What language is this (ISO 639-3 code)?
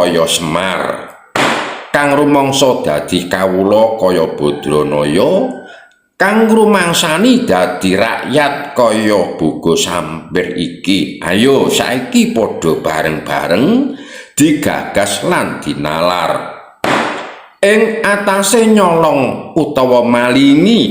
jav